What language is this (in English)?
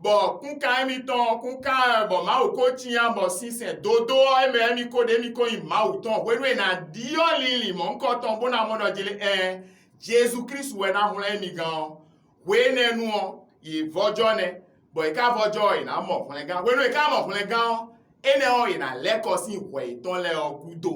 Fon